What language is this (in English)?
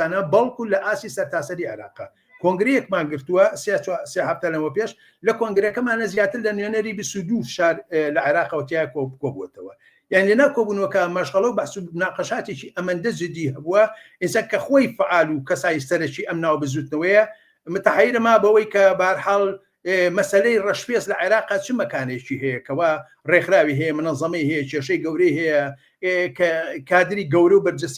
Central Kurdish